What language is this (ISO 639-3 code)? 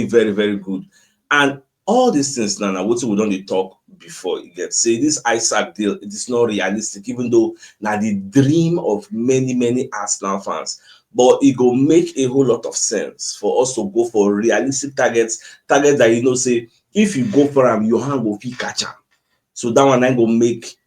pcm